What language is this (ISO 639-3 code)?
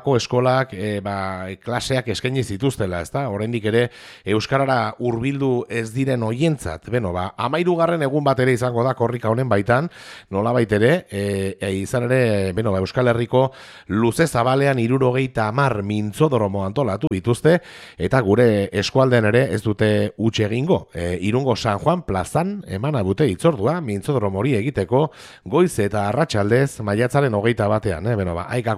eus